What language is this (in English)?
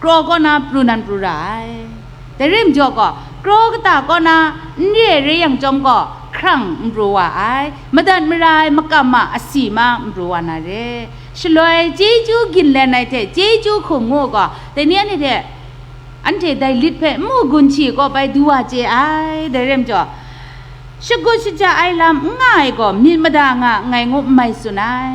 Kachin